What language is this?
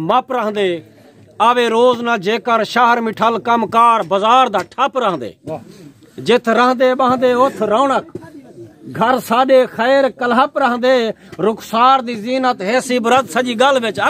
Saraiki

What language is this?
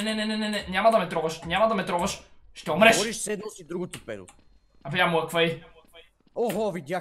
Bulgarian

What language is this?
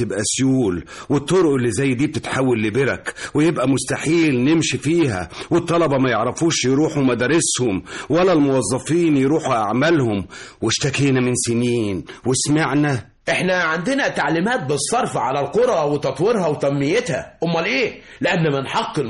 Egyptian Arabic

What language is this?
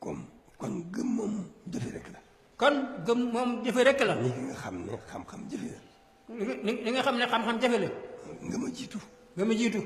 Wolof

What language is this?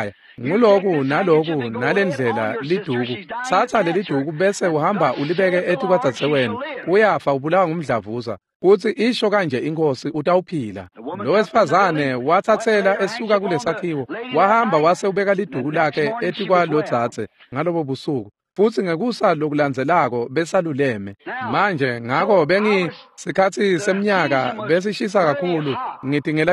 Swati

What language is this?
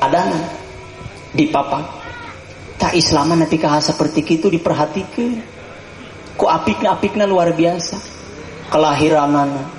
Sundanese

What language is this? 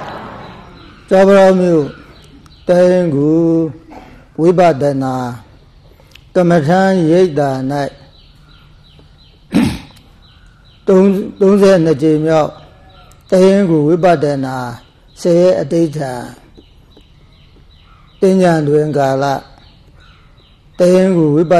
Burmese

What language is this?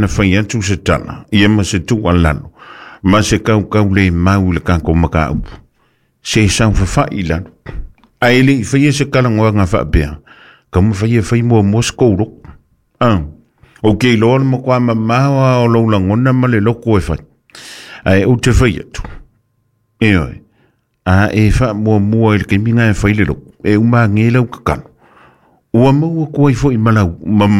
Samoan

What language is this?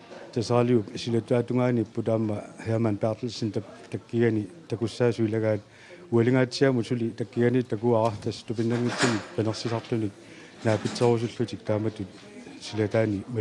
Kalaallisut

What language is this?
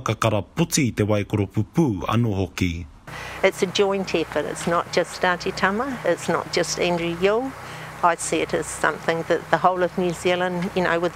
Māori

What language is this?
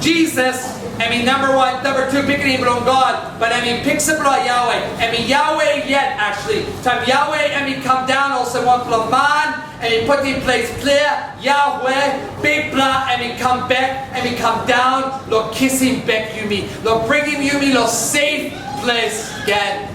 Tok Pisin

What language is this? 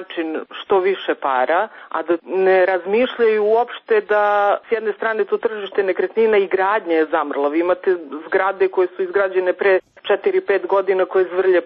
Serbian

